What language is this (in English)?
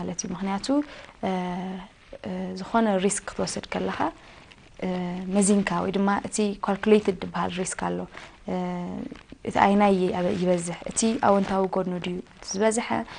Tigrinya